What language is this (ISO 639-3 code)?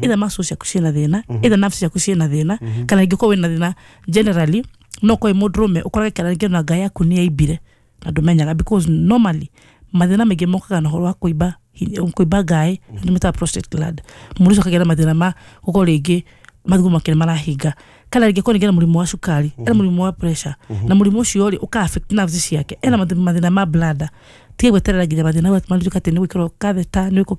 kik